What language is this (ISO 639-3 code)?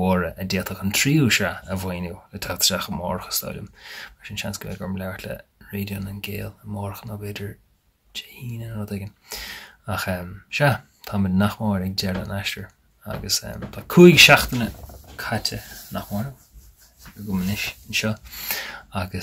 gle